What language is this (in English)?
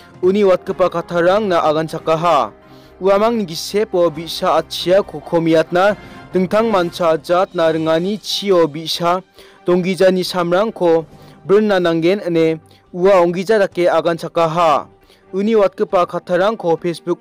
Garo